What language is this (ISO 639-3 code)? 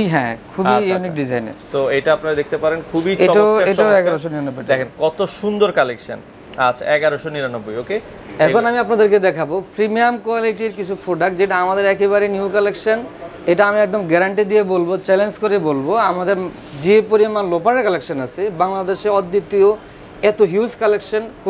ben